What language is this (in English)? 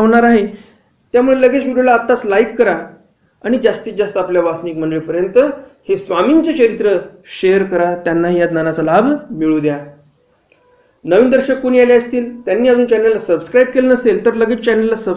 Marathi